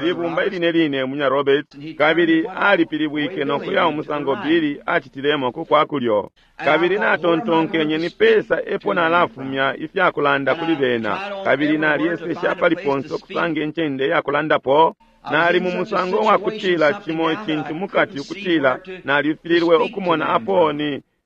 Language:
Bemba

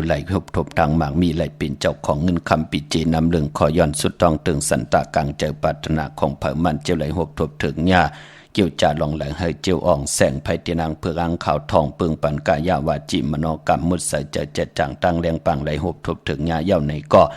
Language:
Shan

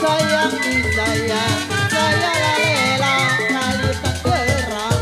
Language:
Betawi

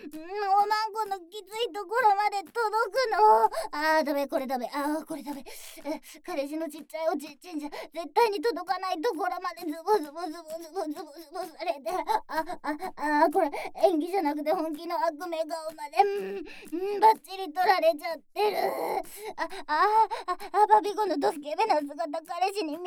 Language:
Japanese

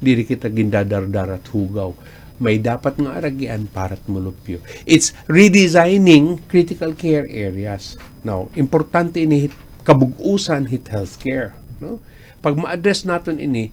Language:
Waray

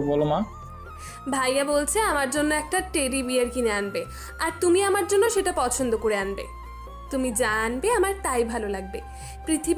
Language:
Bangla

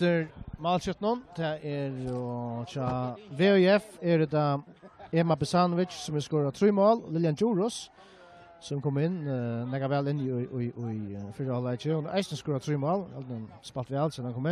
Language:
Faroese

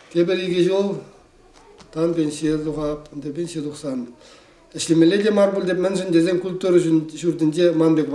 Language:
Chuvash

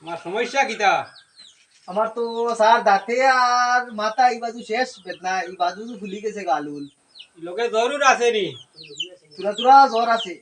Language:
Sylheti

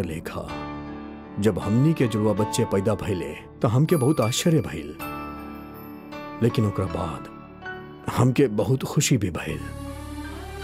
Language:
Bhojpuri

